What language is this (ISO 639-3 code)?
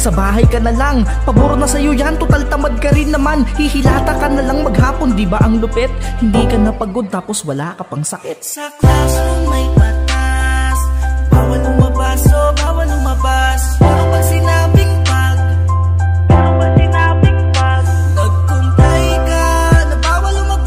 fil